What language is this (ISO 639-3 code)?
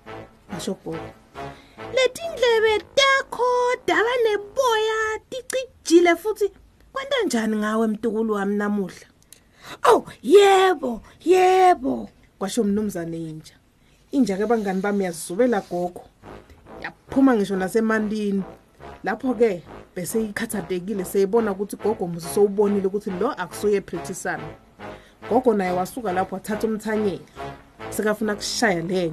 ssw